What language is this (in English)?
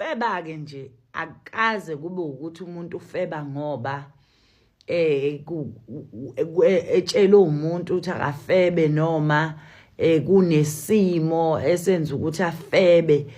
Zulu